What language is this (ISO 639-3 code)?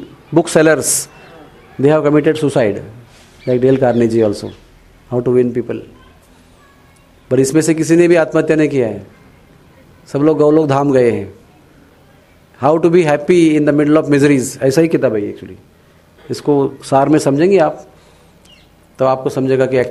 hin